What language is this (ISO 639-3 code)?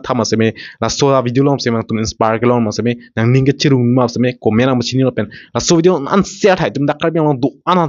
mjw